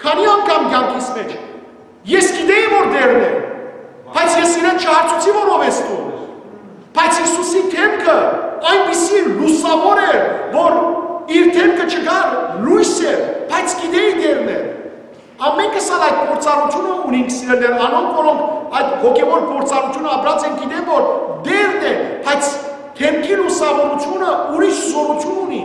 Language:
Western Armenian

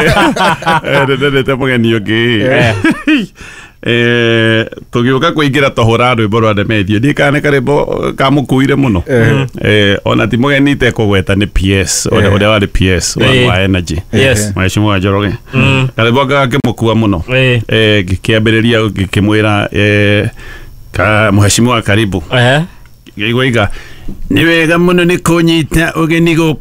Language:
Kikuyu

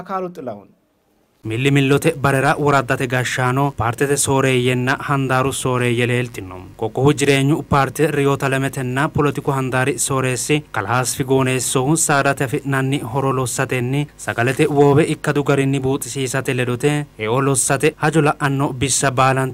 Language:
Sidamo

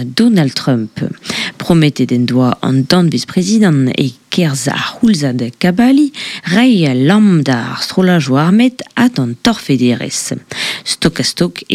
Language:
Breton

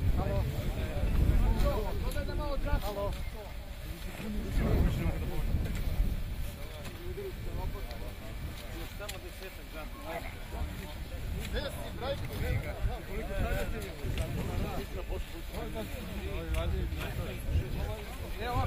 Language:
Croatian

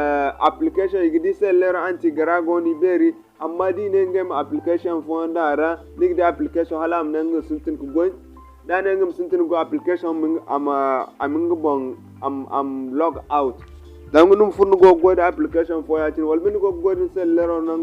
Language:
Zarma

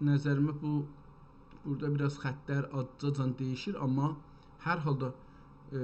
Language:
South Azerbaijani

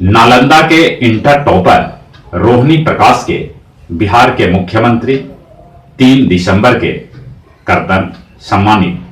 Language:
Magahi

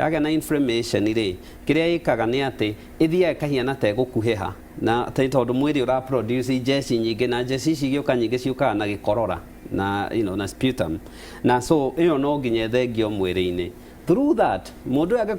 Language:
Kikuyu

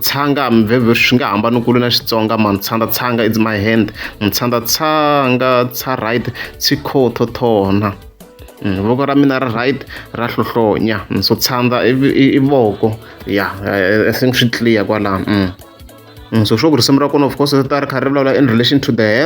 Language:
Tsonga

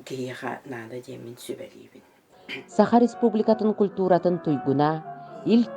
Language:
Yakut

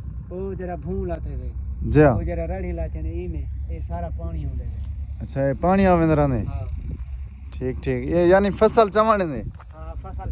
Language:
Saraiki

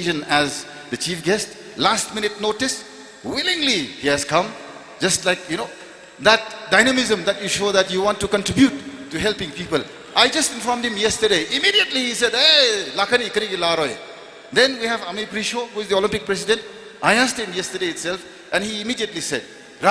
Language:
Tangkhul Naga (India)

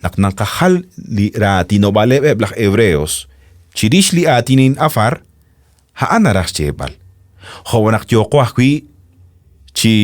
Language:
Kekchí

